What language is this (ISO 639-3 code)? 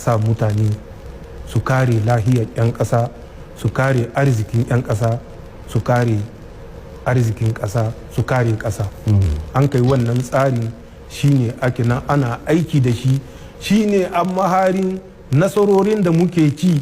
hau